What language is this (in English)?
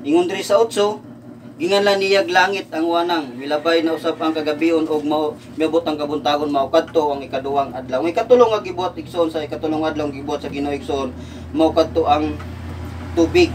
Cebuano